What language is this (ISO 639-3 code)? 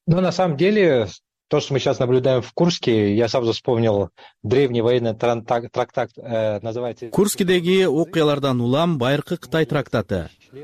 kir